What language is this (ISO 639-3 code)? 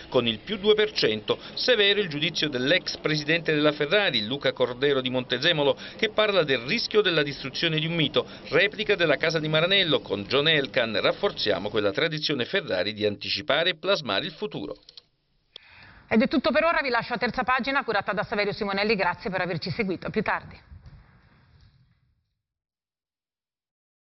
ita